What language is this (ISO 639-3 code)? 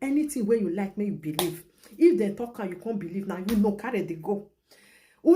pcm